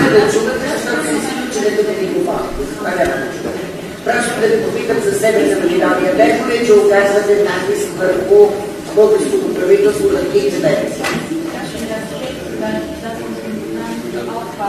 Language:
Bulgarian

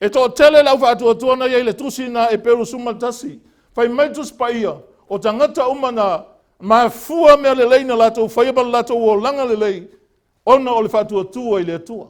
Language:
Samoan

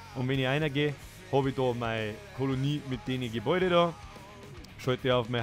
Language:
Bavarian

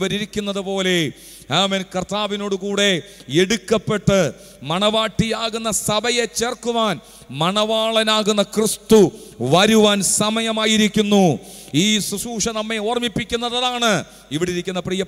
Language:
Malayalam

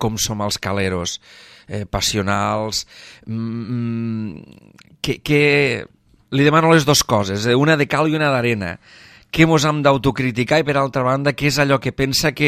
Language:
Catalan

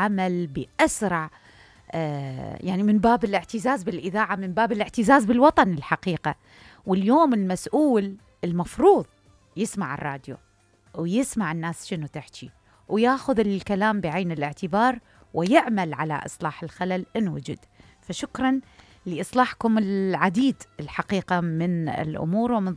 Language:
Mesopotamian Arabic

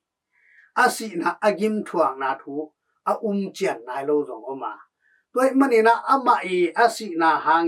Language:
Tedim Chin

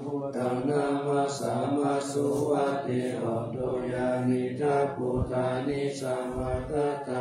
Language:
Pali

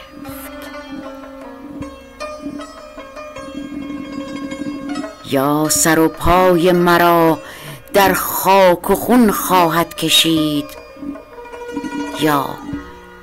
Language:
Persian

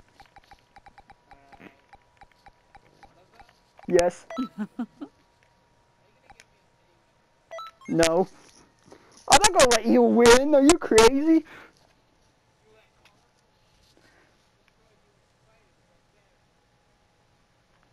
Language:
English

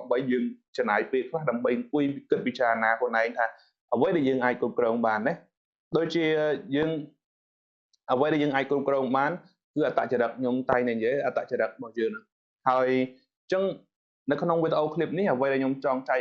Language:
Khmer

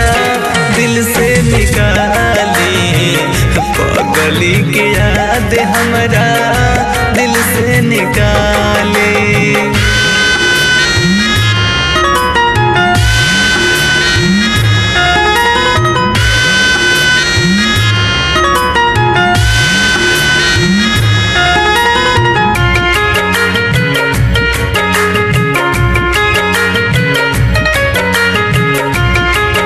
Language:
Bhojpuri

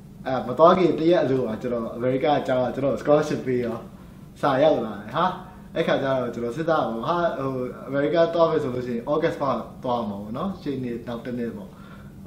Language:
Burmese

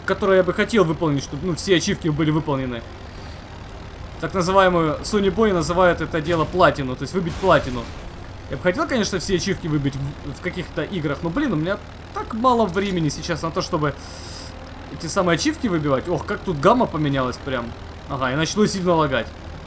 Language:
Russian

